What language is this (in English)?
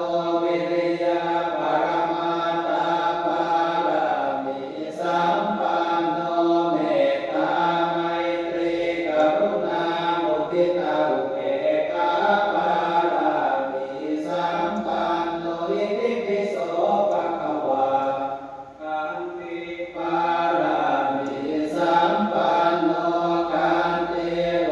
Pali